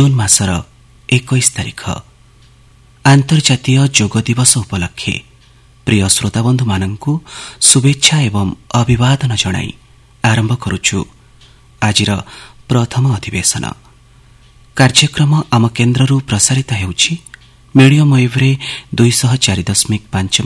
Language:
Odia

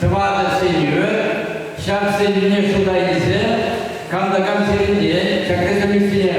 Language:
Chuvash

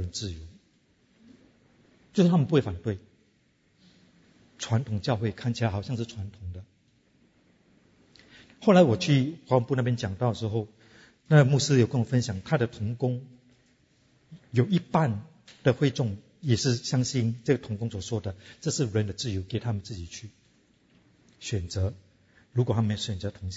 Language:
Chinese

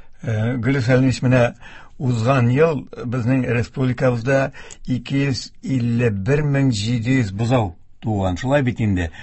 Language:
Tatar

